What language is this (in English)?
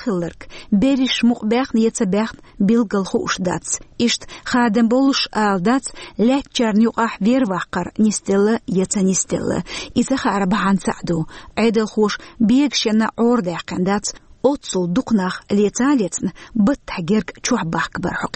Chechen